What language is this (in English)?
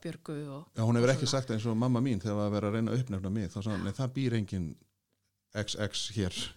Icelandic